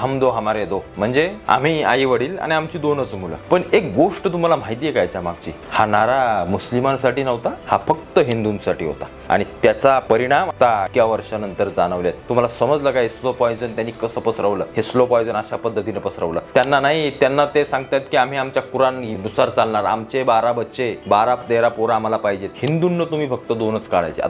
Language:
Marathi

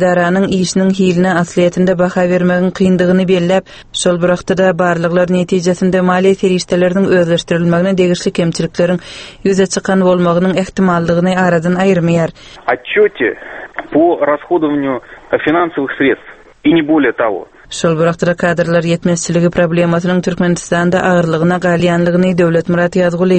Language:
Turkmen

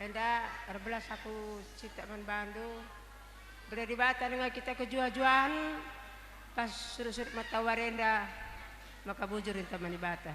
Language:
Batak Karo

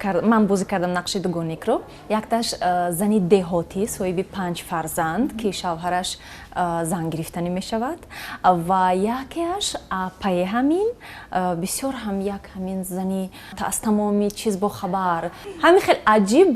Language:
Tajik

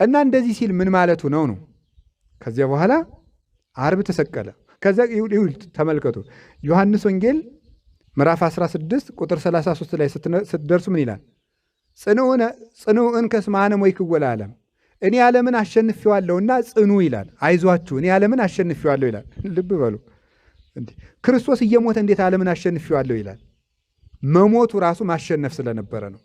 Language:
Amharic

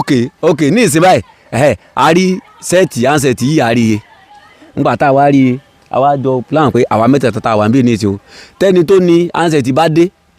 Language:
Yoruba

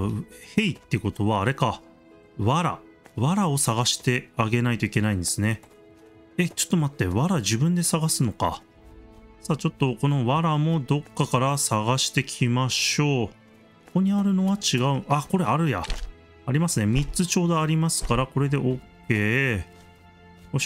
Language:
Japanese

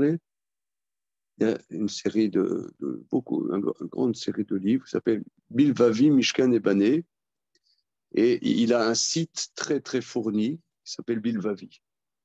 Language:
French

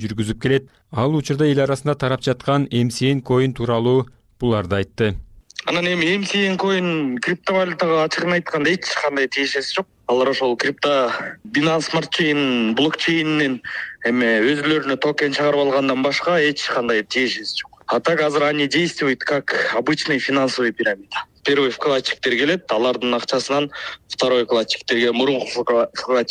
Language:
Kyrgyz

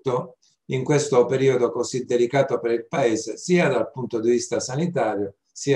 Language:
Italian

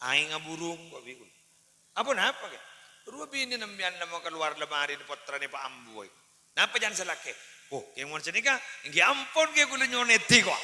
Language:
Madurese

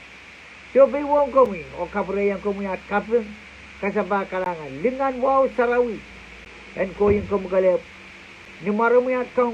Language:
Pohnpeian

